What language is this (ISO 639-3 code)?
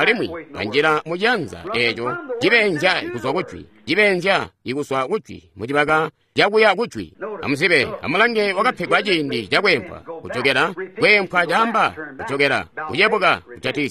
toi